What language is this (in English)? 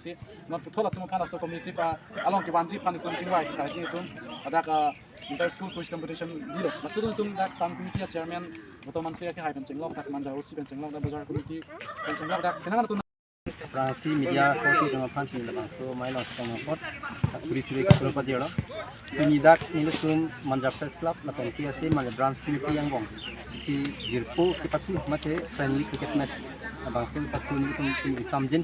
Karbi